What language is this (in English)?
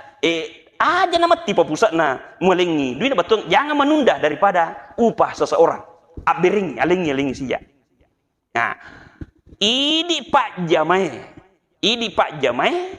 Buginese